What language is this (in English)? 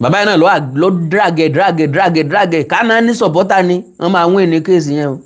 Yoruba